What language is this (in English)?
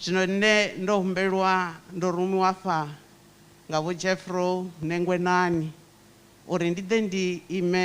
Venda